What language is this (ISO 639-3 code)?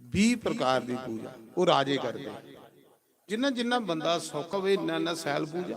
doi